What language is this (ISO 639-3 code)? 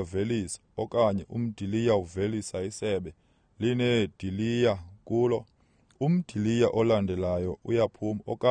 xho